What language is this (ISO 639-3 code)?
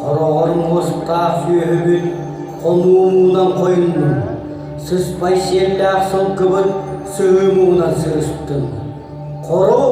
sah